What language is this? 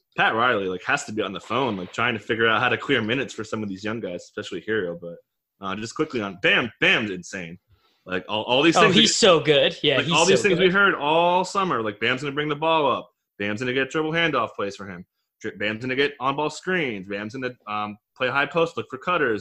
English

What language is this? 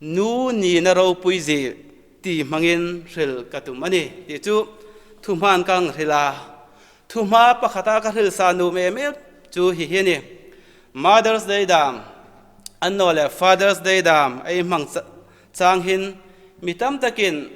Hmar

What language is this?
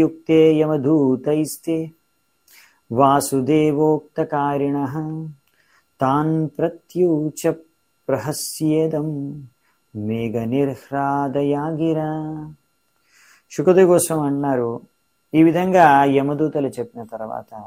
Telugu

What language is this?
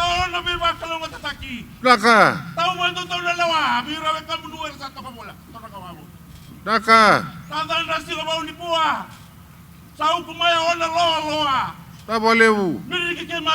Fijian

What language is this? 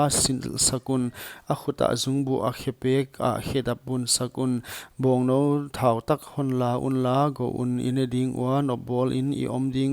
Paite Chin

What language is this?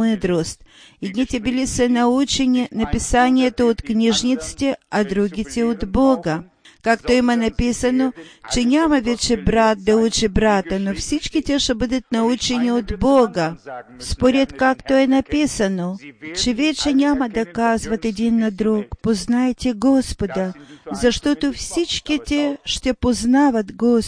Bulgarian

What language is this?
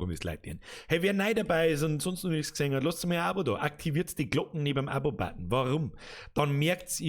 Bavarian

